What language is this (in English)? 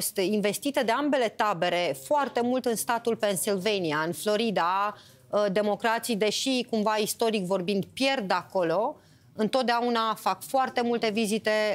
Romanian